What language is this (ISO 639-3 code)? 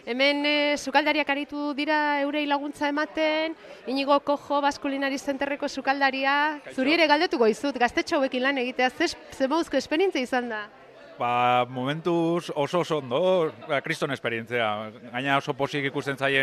eus